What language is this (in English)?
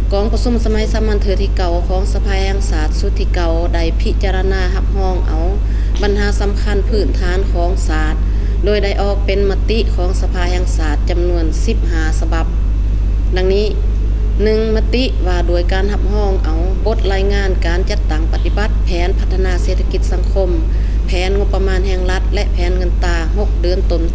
Lao